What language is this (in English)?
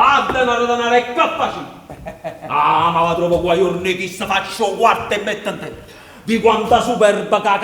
Neapolitan